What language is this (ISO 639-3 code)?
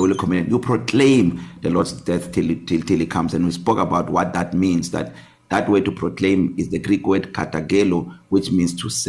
eng